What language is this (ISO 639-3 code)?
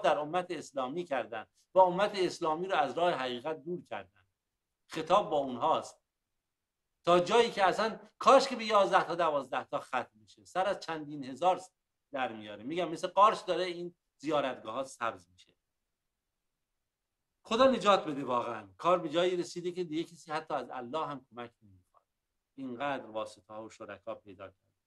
fas